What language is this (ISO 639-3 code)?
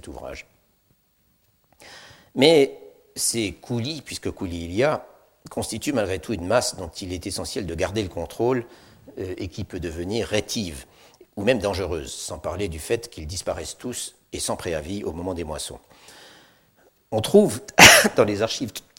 fra